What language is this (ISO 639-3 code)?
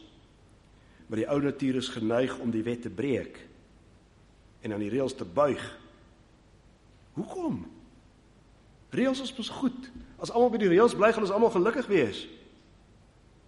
afr